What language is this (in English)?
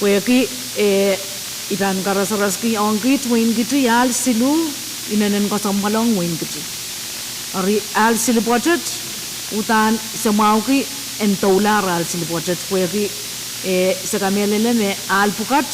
Pohnpeian